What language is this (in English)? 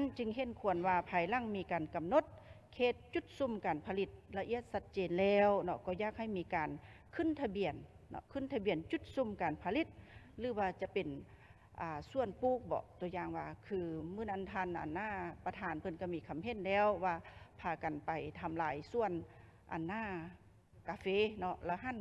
Lao